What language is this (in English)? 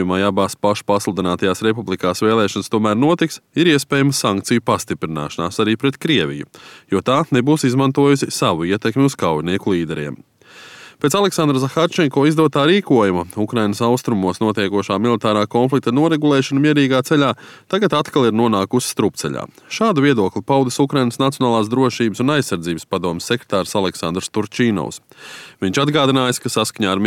Latvian